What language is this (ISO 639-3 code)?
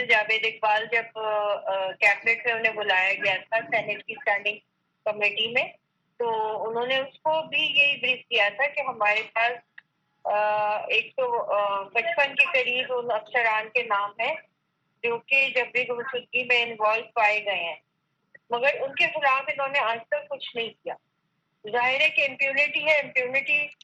urd